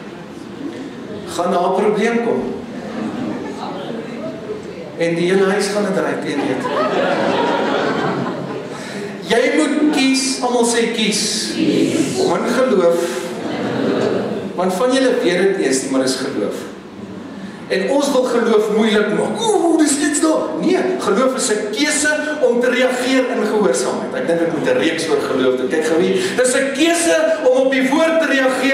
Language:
Afrikaans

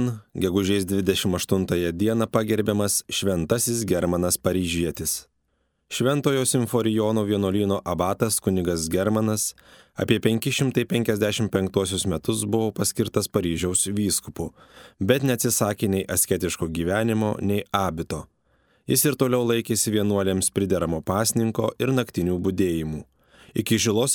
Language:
Lithuanian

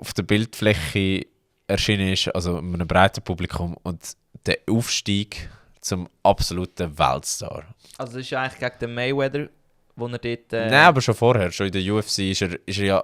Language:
Swiss German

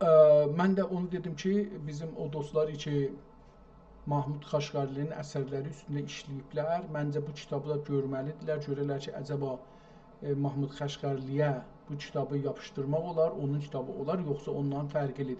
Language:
South Azerbaijani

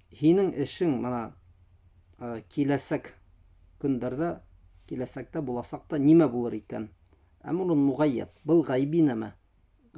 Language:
Bashkir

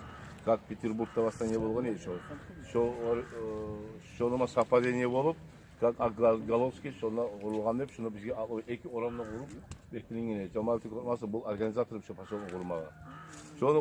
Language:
Kumyk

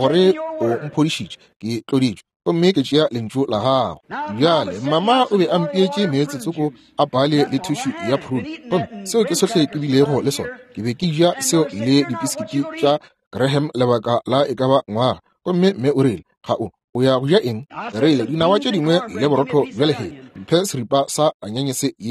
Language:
Northern Sotho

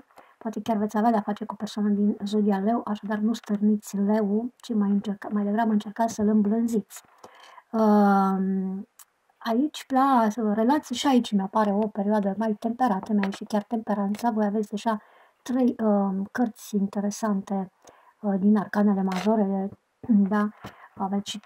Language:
Romanian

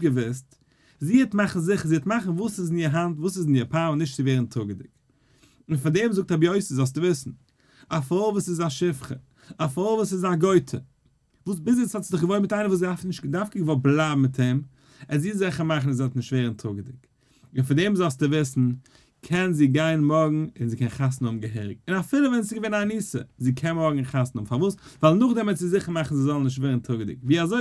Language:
Yiddish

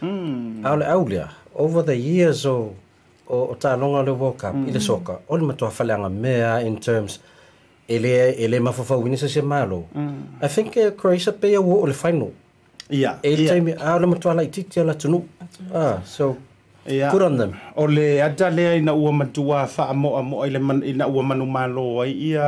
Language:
Samoan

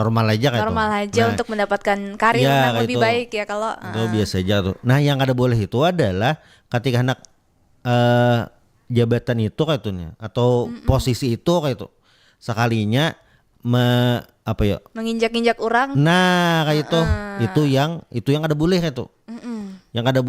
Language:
Banjar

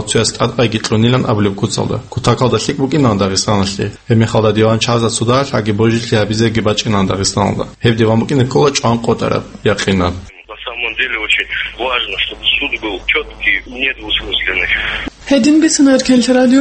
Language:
Avaric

